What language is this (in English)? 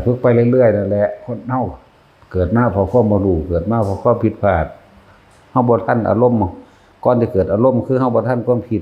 Northeastern Thai